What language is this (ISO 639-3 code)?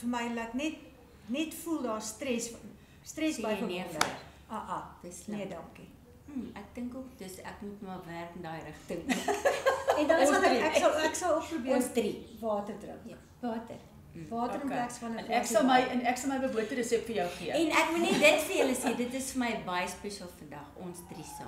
afr